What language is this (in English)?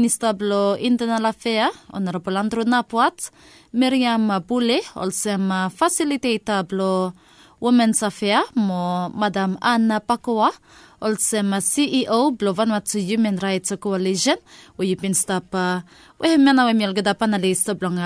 Bislama